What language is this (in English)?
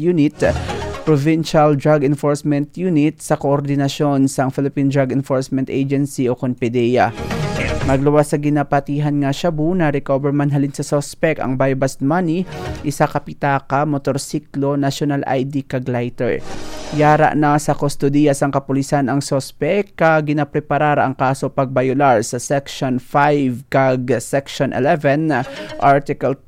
Hiligaynon